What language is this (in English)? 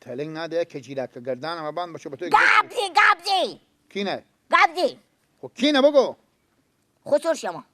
Persian